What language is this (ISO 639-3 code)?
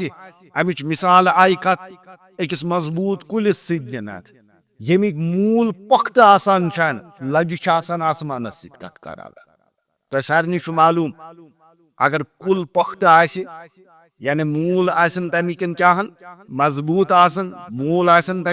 kas